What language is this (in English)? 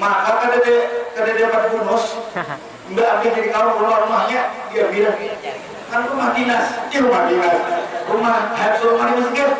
Banjar